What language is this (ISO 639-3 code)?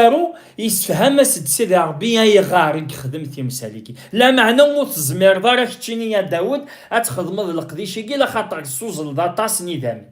kab